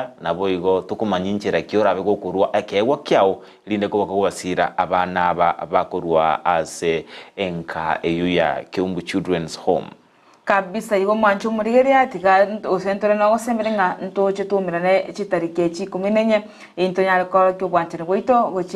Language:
Gusii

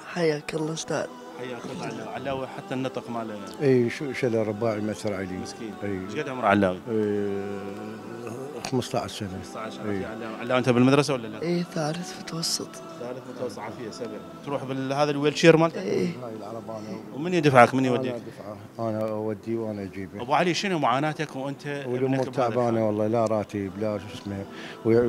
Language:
Mesopotamian Arabic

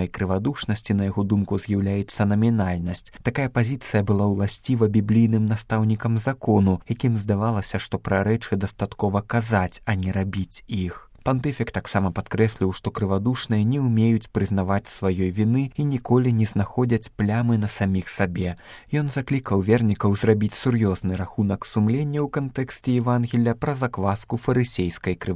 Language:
Belarusian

